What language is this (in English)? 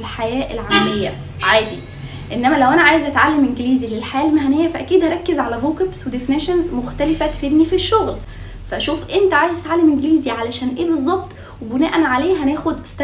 Egyptian Arabic